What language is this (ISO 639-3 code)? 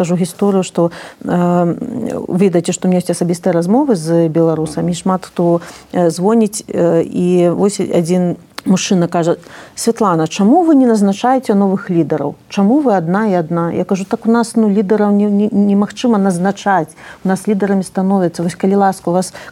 bel